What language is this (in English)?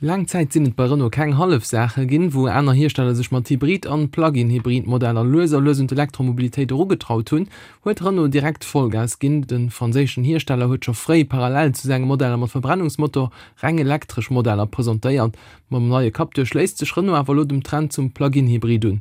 Luxembourgish